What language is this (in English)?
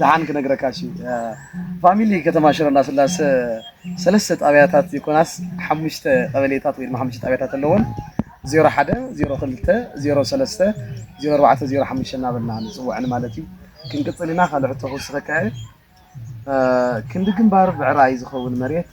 Tigrinya